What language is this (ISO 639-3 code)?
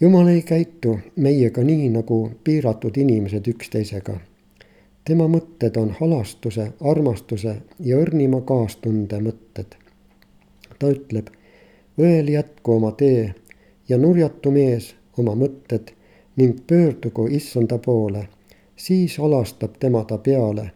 est